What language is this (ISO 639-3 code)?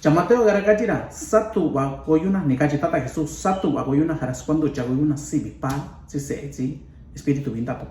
mix